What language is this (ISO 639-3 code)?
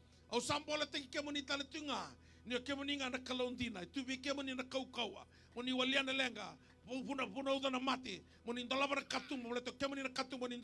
fij